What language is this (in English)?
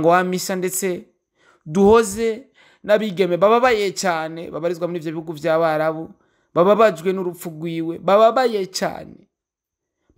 Rundi